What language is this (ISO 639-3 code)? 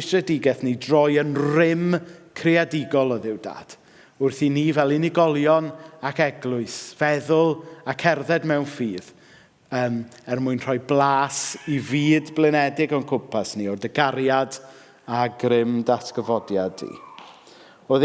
cym